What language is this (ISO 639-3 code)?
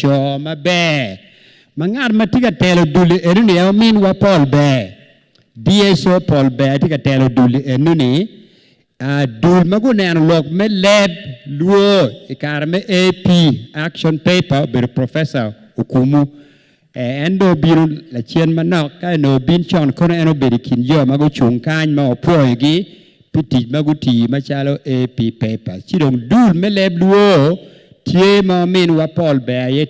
ach